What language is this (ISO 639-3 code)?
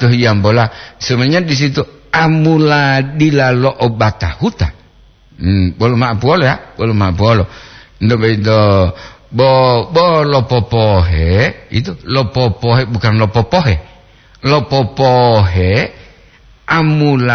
gor